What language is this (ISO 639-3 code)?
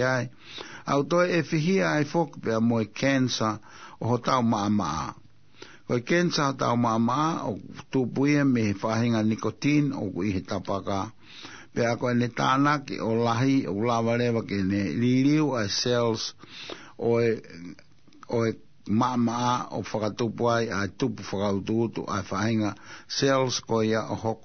ton